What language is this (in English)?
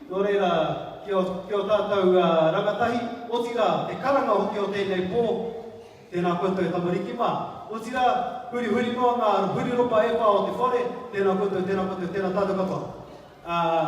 Māori